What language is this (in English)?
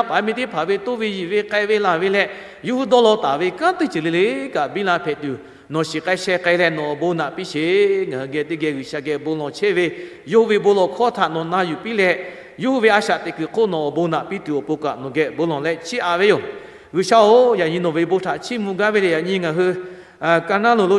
Lahu